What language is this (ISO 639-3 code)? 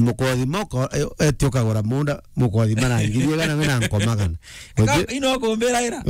mer